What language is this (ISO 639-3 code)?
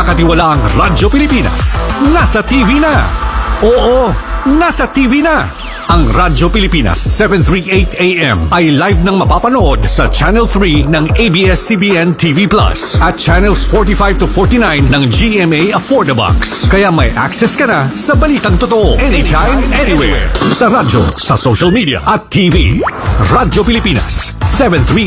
fil